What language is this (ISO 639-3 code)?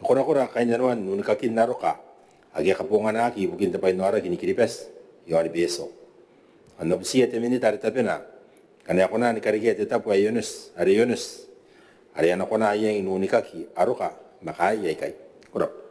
gil